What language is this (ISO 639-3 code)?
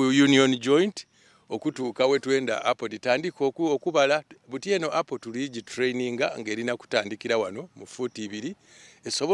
xog